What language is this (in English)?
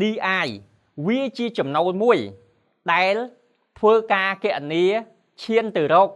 Khmer